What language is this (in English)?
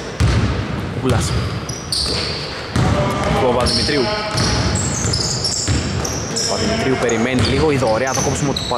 Greek